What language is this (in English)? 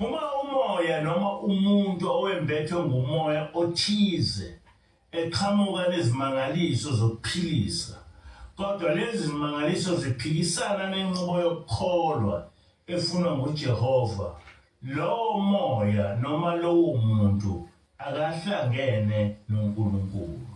Zulu